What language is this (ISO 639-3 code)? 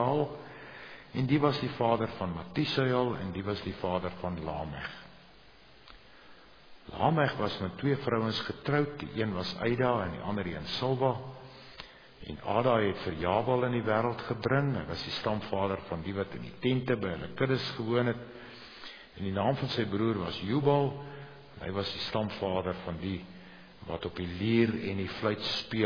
afr